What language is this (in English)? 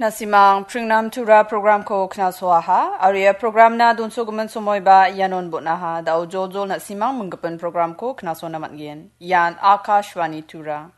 Garo